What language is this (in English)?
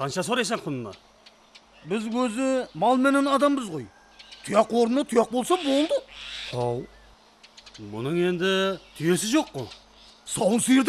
Kara-Kalpak